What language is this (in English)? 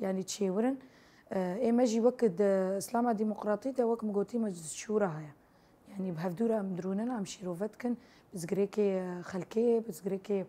Kurdish